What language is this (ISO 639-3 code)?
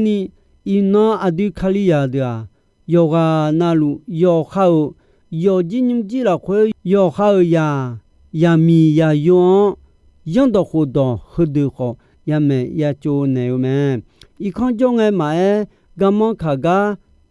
ahk